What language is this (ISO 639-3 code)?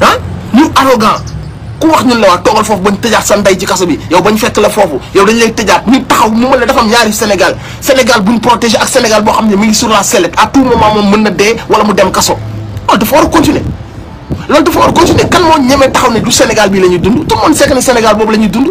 wol